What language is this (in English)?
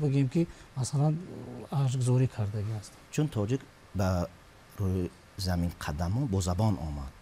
Tajik